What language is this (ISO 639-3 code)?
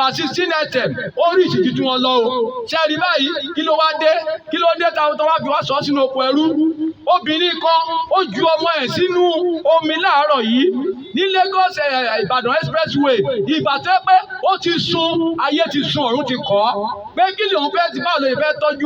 yor